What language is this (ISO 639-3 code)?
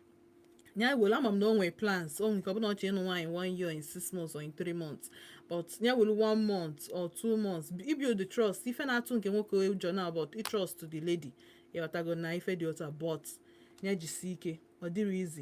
ibo